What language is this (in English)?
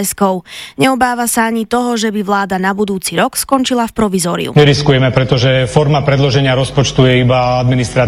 Slovak